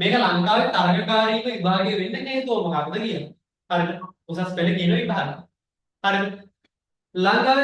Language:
Sinhala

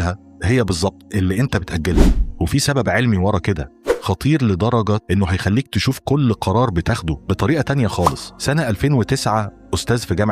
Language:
Egyptian Arabic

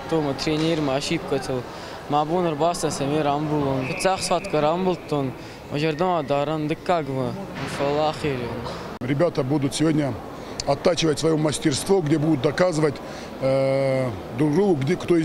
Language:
Ossetic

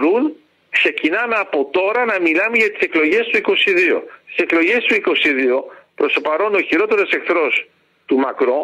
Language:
Greek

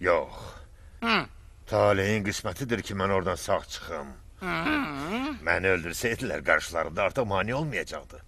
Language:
Azerbaijani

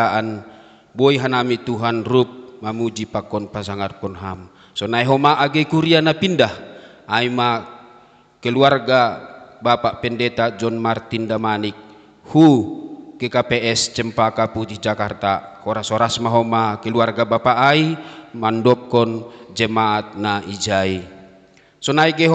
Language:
Batak Simalungun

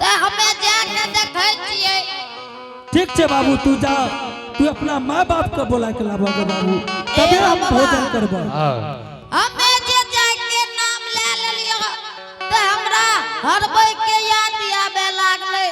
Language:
Angika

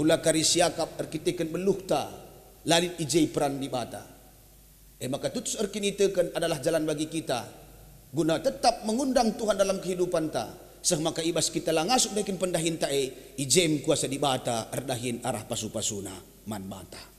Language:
Batak Karo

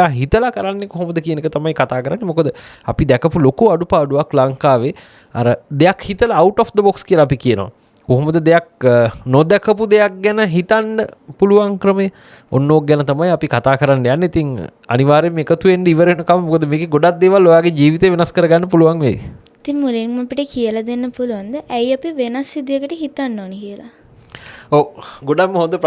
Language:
Sinhala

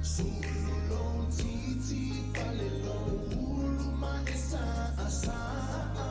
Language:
Samoan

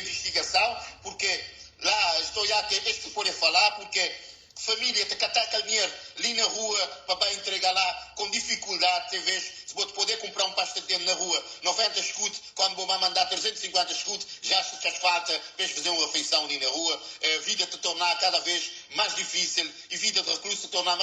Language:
Kabuverdianu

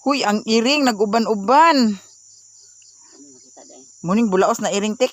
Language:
Cebuano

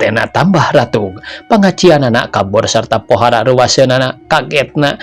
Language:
Sundanese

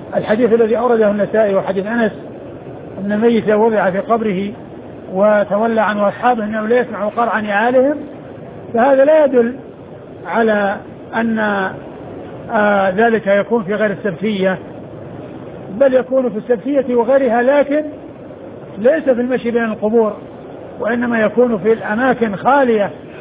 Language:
Arabic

